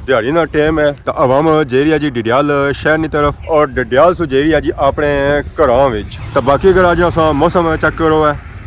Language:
Pahari-Potwari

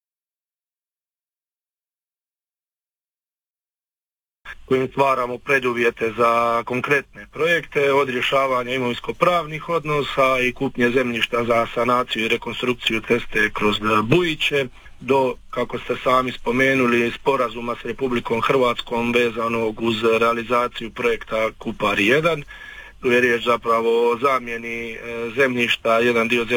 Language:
Croatian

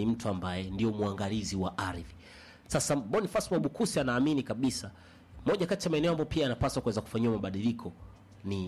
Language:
Swahili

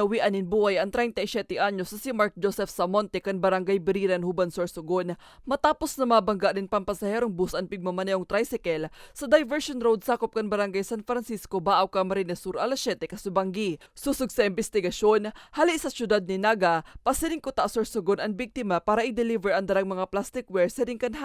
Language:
Bikol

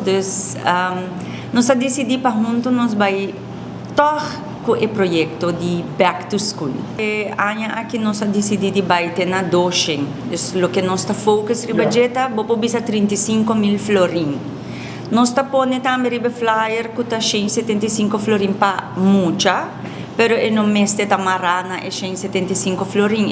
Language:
Papiamento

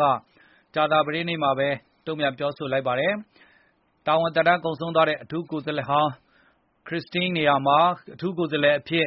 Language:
Burmese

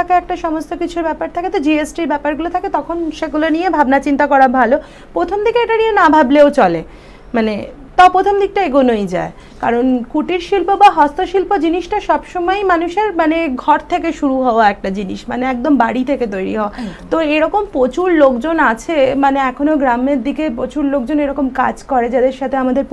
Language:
Bangla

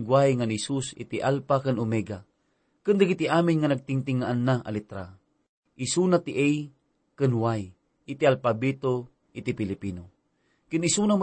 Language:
Iloko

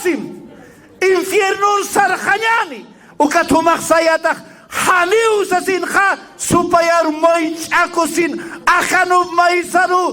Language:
Aymara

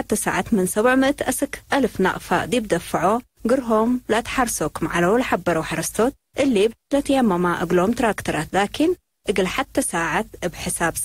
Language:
Tigre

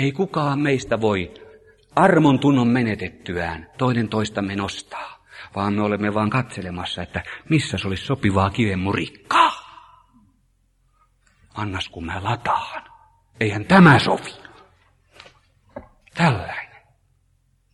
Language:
Finnish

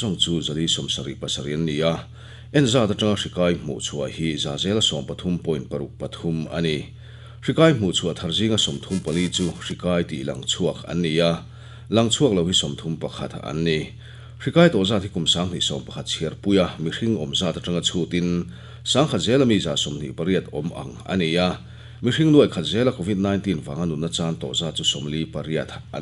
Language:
Mizo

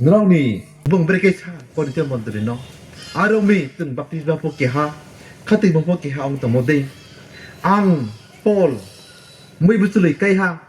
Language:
Riang (India)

